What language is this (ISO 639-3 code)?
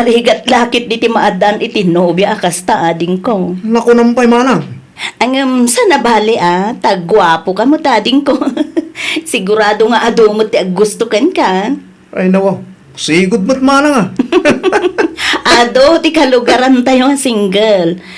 ilo